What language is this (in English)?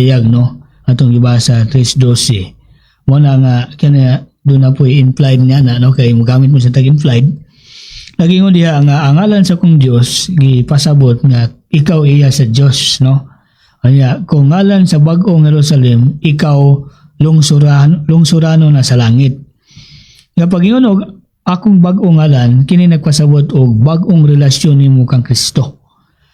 Cebuano